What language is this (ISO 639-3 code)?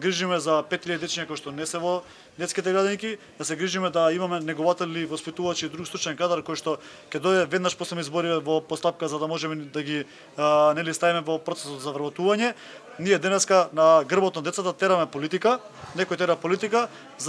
mkd